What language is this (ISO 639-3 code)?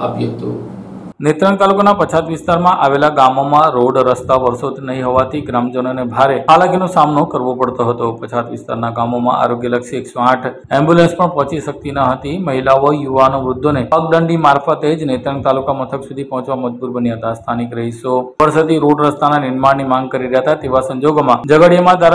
guj